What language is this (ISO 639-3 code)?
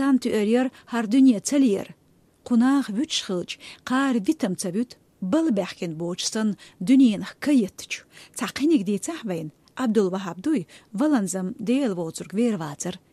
che